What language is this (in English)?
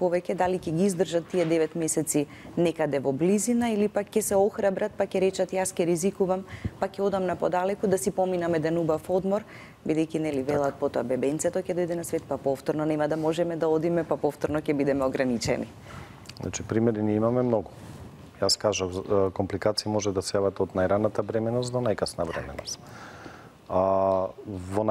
Macedonian